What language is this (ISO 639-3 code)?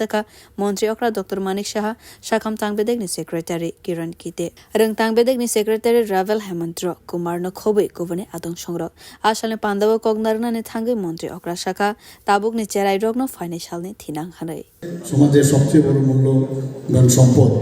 trp